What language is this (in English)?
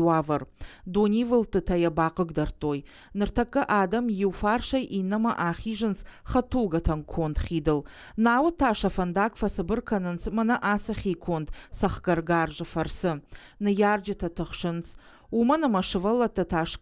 Ossetic